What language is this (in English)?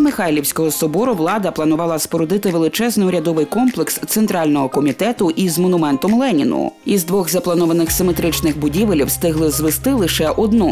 Ukrainian